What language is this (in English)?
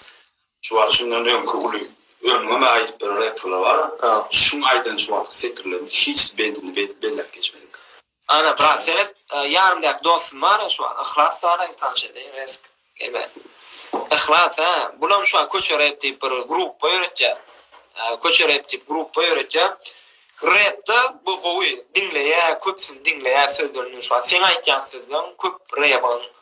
Turkmen